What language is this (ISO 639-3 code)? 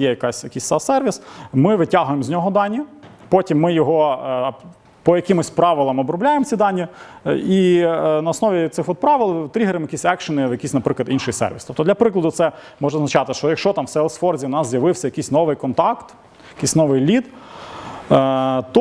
ukr